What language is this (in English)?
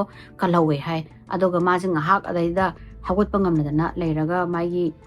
Manipuri